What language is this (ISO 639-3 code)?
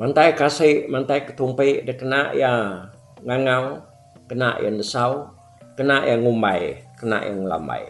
iba